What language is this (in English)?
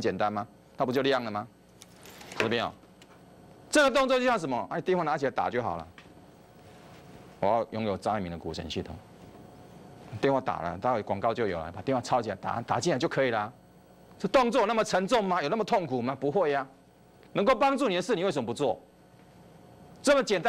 Chinese